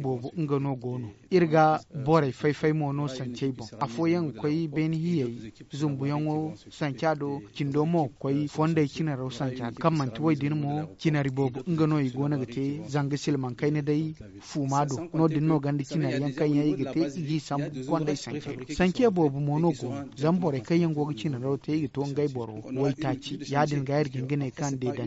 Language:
Zarma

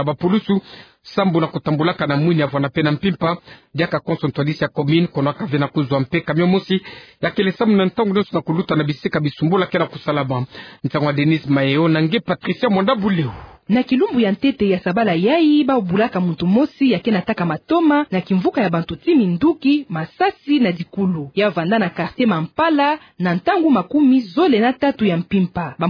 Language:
Kituba (Democratic Republic of Congo)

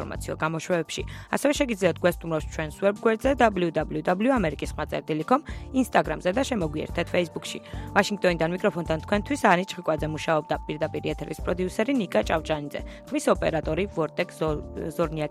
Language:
Georgian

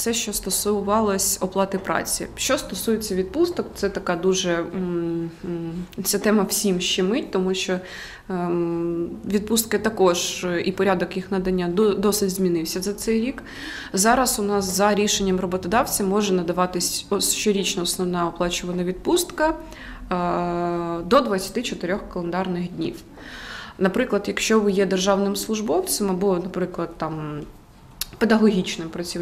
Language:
Ukrainian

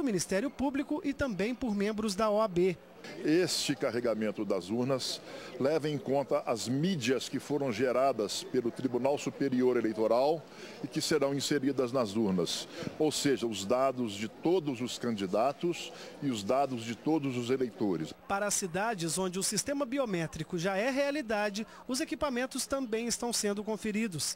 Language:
Portuguese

